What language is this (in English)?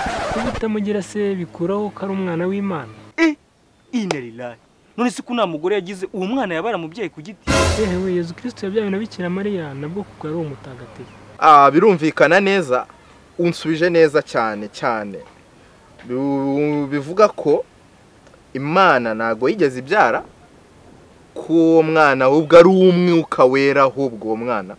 Kinyarwanda